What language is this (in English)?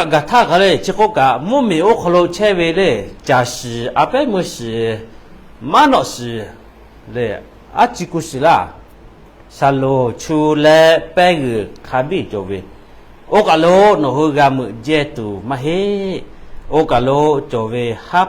Lahu